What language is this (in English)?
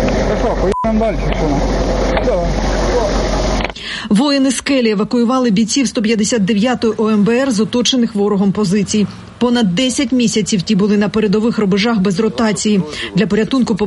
Ukrainian